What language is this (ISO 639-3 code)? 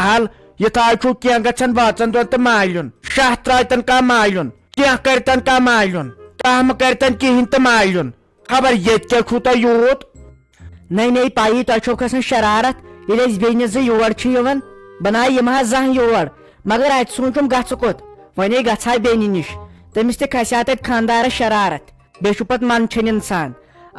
kas